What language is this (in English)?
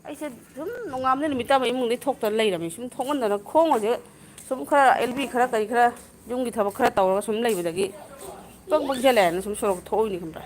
Manipuri